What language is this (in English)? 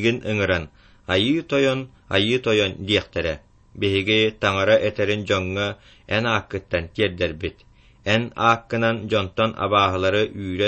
Yakut